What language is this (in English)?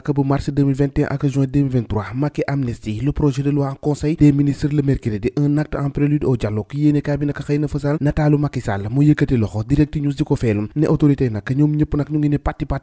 Wolof